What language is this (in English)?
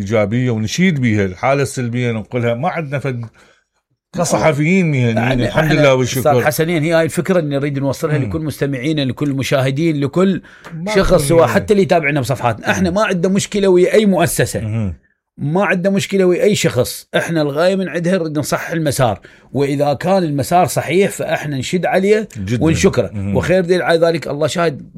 Mesopotamian Arabic